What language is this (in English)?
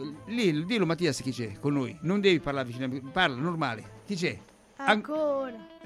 Italian